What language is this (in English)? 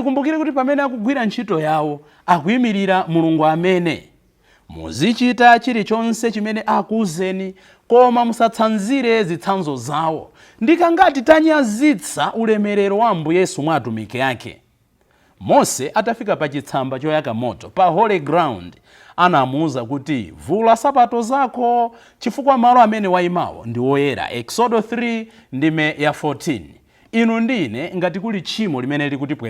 Nyanja